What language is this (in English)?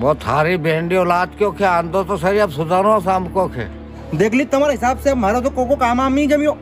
Rajasthani